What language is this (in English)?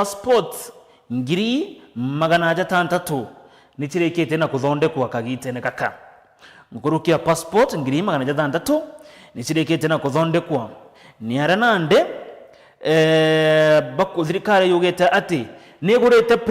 Meru